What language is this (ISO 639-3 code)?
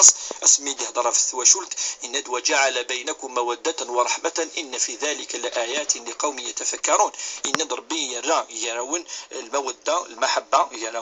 kab